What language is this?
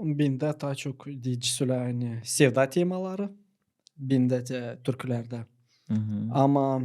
Gagauz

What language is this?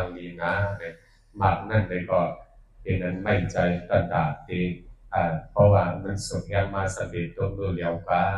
Shan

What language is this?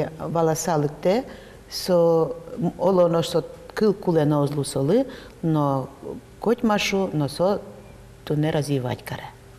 Udmurt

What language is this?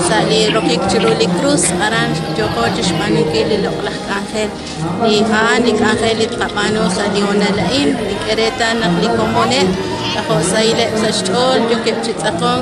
Kekchí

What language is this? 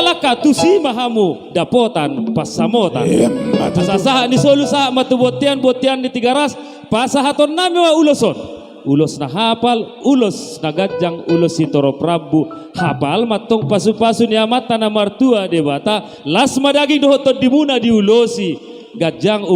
Batak Toba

